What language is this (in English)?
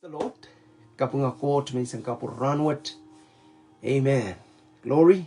Pohnpeian